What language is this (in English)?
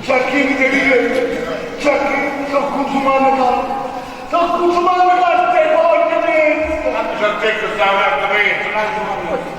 Neapolitan